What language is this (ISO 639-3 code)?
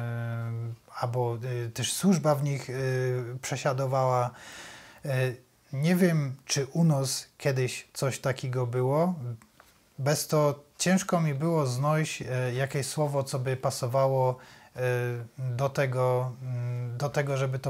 szl